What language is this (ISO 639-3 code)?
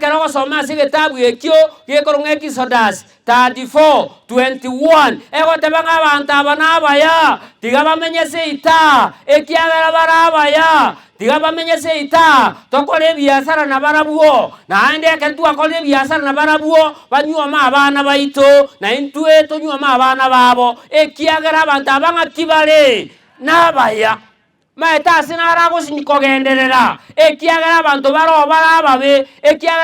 guz